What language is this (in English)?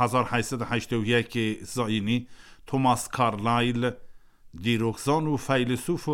Kurdish